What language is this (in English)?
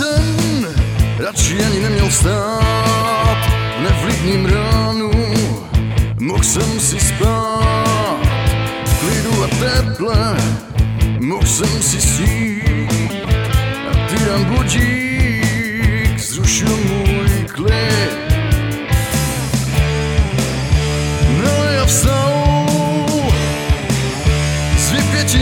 Czech